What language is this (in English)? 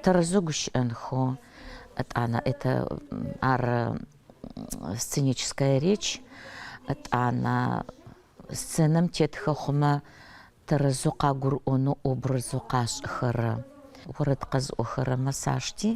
Adyghe